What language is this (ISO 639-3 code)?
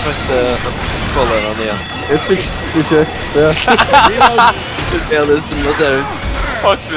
fao